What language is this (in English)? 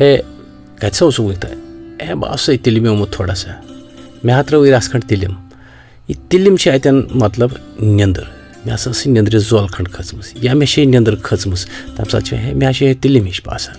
Kashmiri